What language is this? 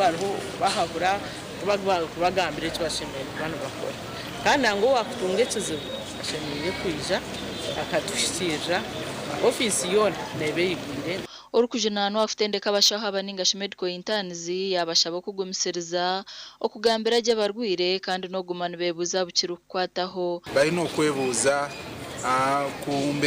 Nyankole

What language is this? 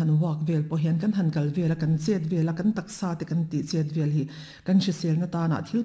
Mizo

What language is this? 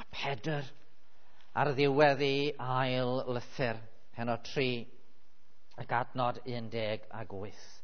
Welsh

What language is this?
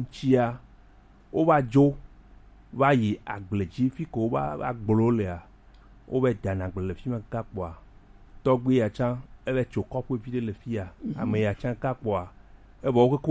Gen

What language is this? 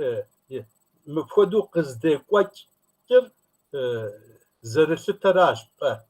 Kabardian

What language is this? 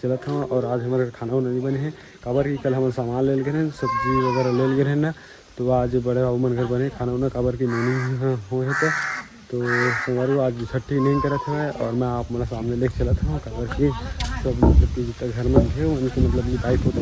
Chhattisgarhi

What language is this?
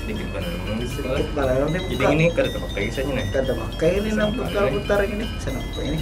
Banjar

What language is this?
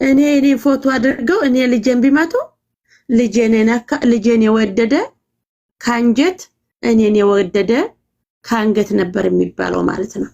Amharic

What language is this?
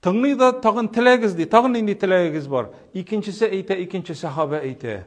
Tatar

